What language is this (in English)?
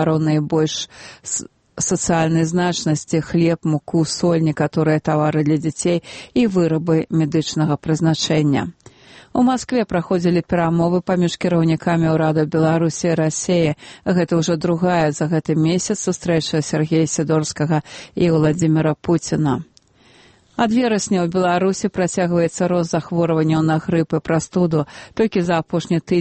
Belarusian